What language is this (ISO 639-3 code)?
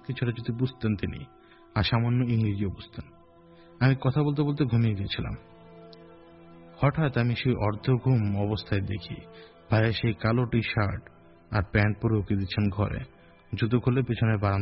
ben